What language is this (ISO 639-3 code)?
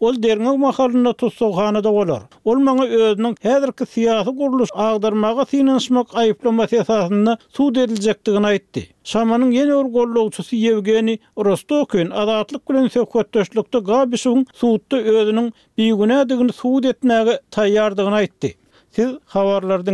tuk